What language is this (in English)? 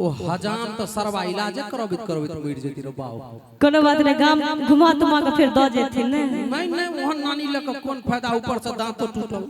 Maithili